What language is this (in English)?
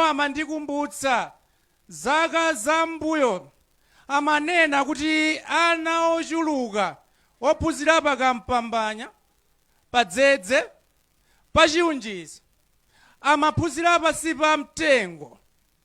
Nyanja